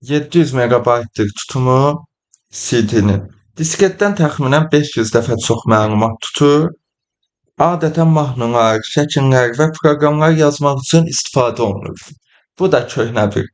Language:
Azerbaijani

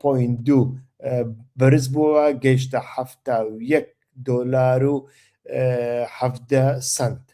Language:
Central Kurdish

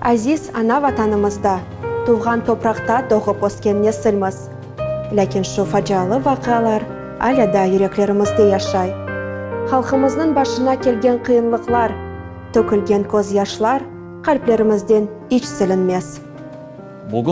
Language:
Crimean Tatar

